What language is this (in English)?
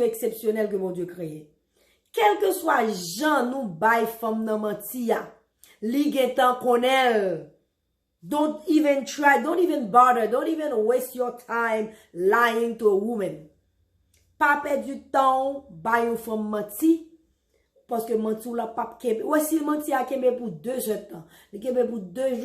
Haitian Creole